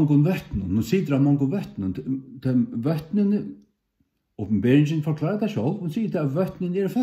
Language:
Faroese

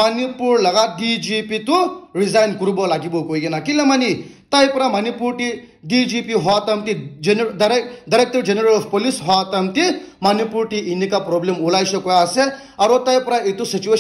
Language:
Naga Pidgin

